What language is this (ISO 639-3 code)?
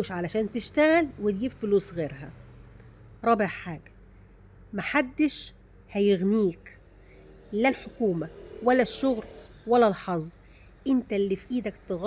arz